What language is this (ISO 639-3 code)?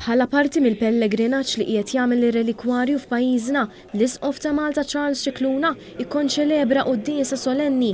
mlt